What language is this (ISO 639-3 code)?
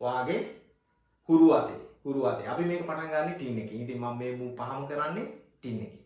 sin